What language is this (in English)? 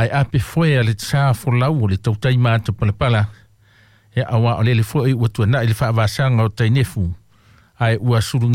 Samoan